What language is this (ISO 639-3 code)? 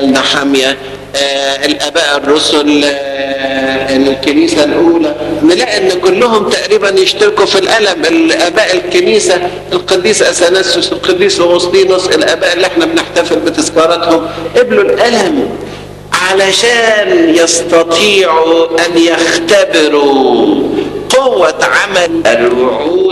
arz